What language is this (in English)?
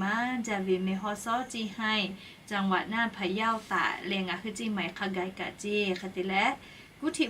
Lahu